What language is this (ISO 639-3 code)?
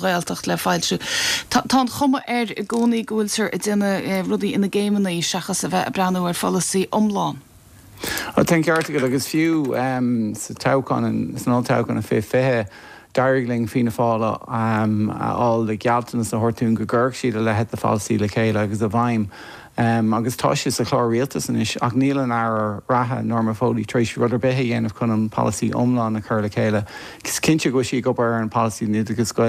gle